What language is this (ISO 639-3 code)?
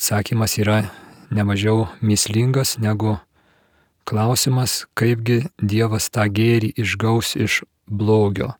lit